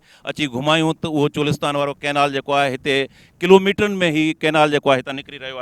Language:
Sindhi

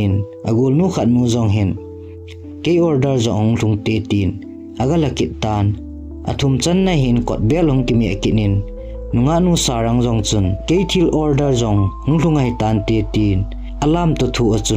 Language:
Thado Chin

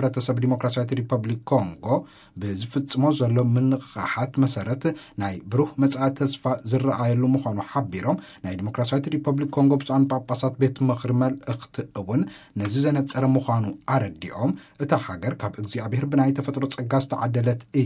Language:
Tigrinya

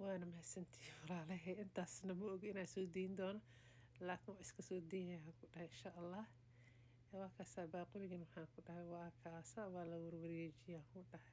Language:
Somali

